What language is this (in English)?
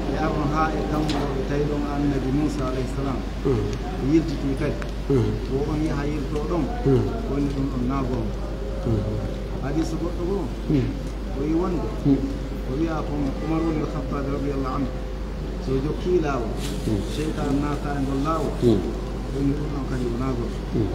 Pular